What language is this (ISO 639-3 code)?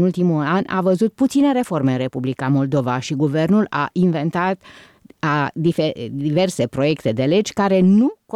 ron